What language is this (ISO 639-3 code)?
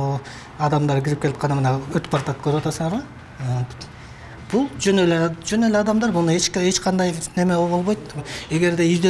kir